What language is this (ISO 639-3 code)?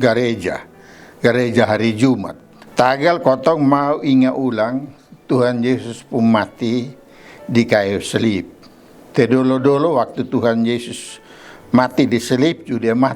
mkn